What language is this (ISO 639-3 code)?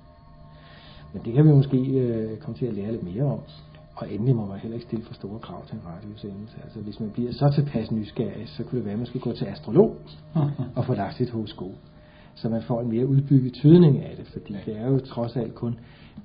dan